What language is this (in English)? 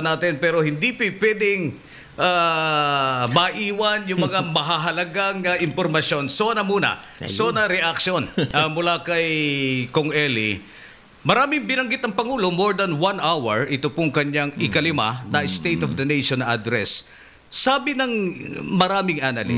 Filipino